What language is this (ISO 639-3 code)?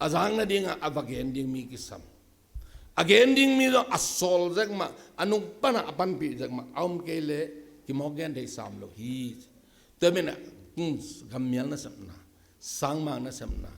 ctd